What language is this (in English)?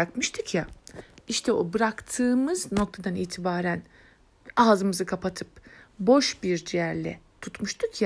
Turkish